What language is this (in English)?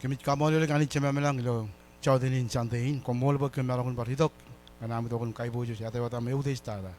Marshallese